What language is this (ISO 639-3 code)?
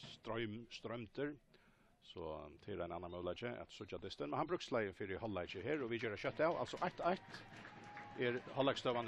fao